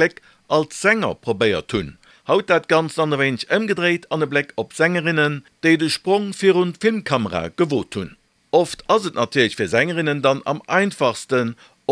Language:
Luxembourgish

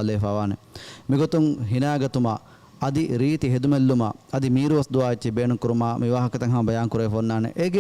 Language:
Divehi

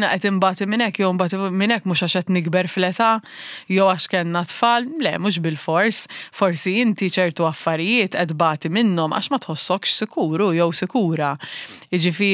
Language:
Maltese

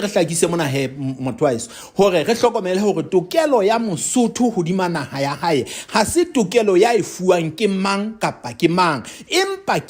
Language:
Southern Sotho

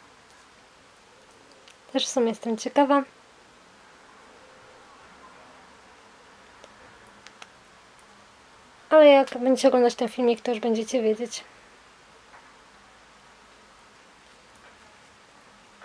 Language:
Polish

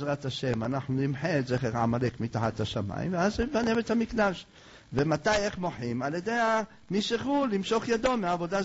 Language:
Hebrew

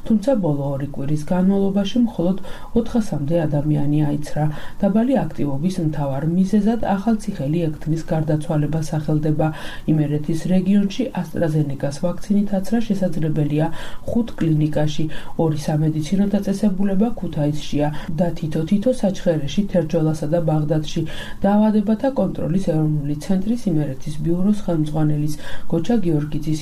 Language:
Georgian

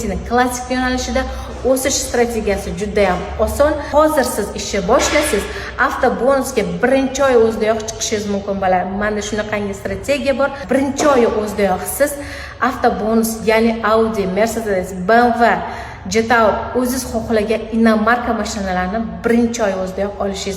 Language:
Uzbek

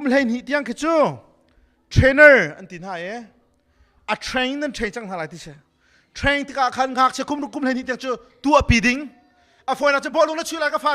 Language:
Hakha Chin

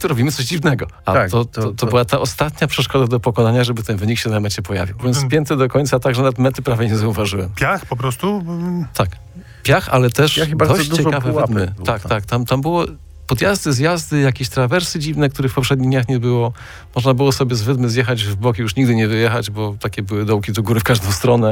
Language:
Polish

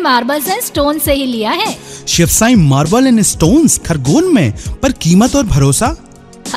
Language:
Hindi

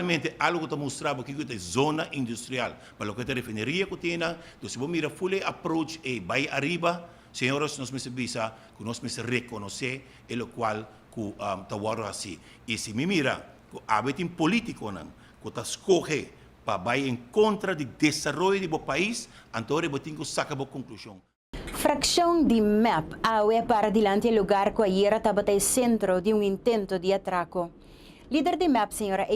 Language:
Papiamento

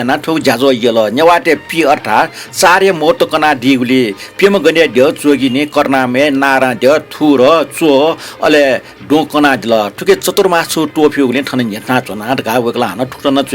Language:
Newari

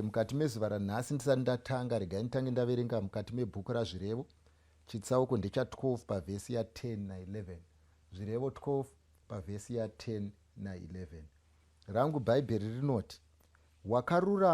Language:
Shona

